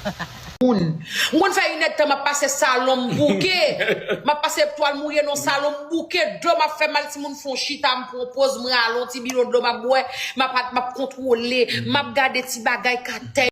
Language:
Haitian Creole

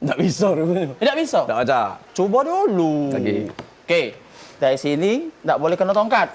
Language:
Musi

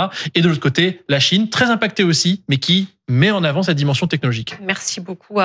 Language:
French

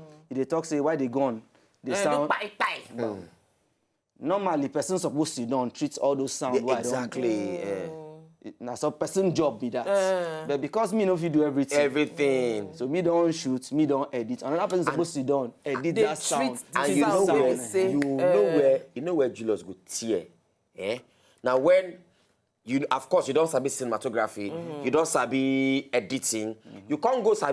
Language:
Nigerian Pidgin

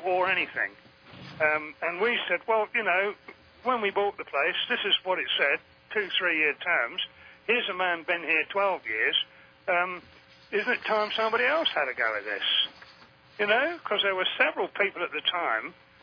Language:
English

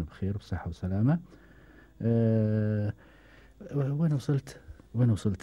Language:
Gulf Arabic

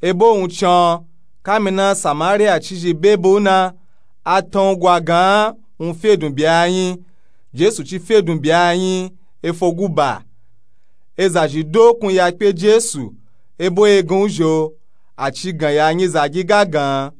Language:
Nupe-Nupe-Tako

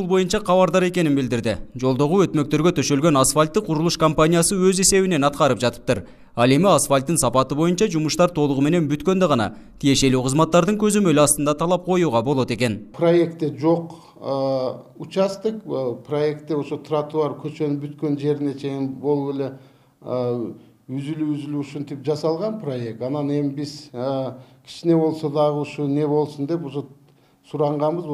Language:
Kyrgyz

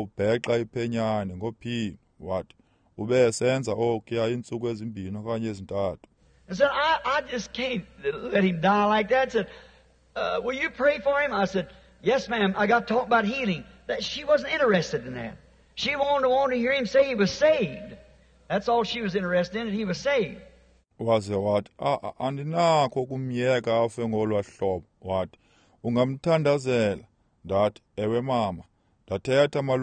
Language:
Xhosa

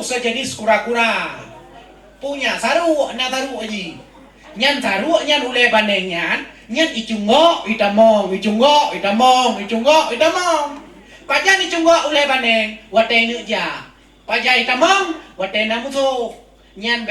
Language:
Achinese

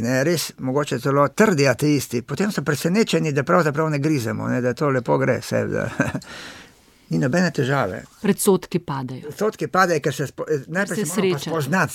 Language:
Slovenian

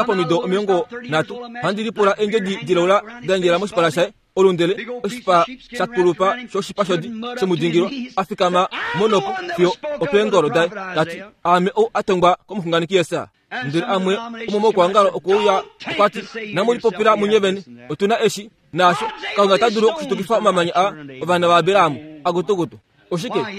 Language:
Kuanyama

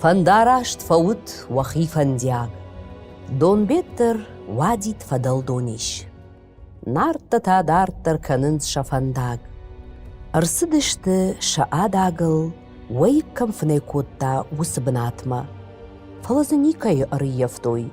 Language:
Ossetic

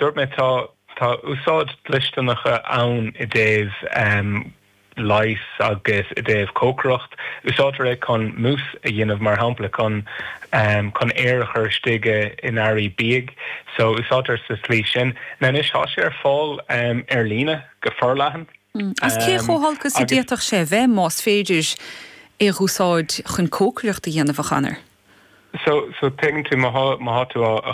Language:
Irish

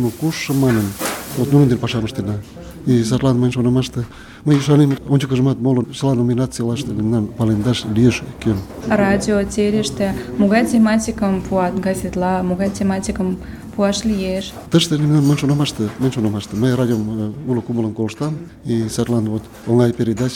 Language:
Mari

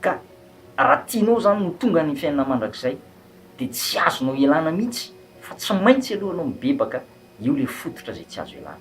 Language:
Malagasy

